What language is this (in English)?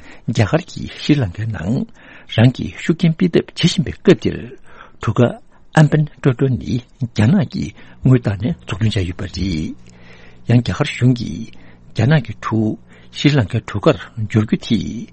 Tibetan